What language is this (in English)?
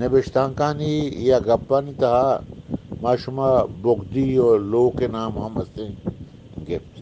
Eastern Balochi